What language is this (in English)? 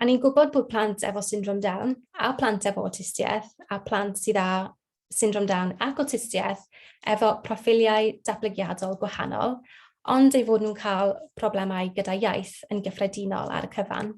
Welsh